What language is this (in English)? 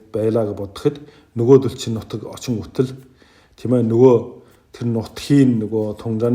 Mongolian